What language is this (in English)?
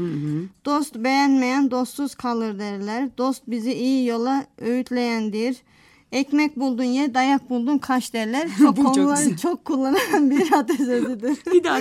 Turkish